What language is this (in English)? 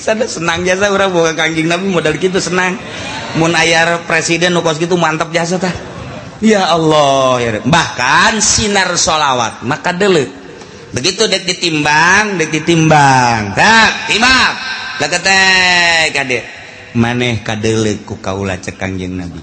Sundanese